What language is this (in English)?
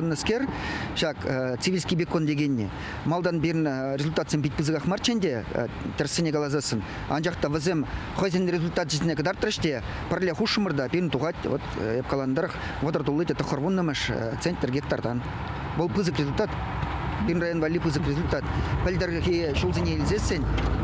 Chuvash